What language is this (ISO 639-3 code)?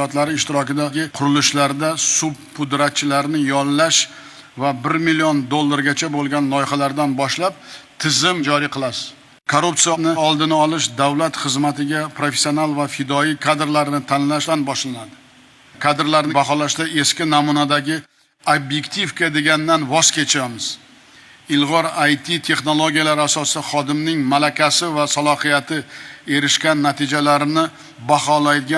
uzb